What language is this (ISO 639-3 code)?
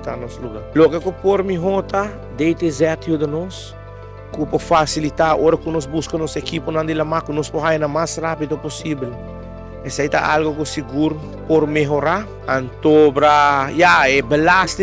pap